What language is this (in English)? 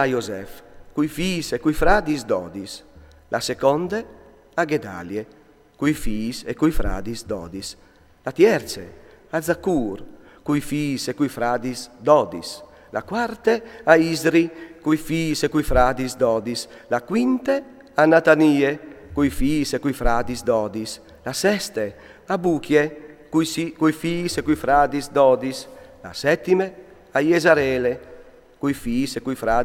Friulian